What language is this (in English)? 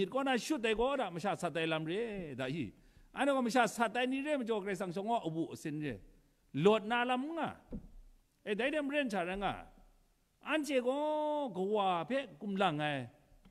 Kachin